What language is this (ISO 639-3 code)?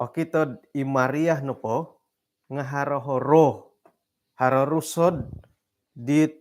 dtp